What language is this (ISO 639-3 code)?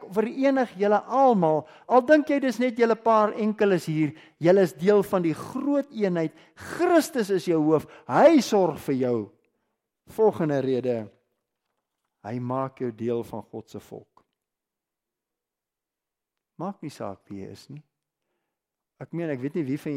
afr